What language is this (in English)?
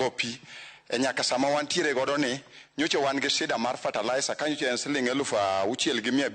Luo (Kenya and Tanzania)